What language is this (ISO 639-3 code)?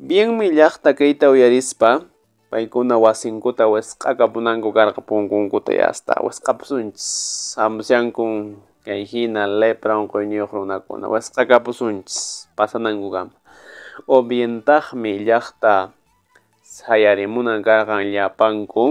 que